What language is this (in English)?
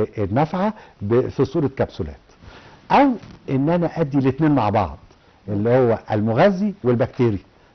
Egyptian Arabic